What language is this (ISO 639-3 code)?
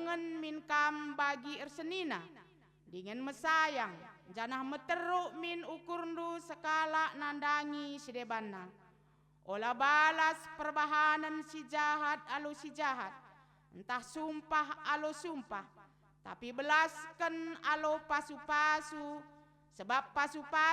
btx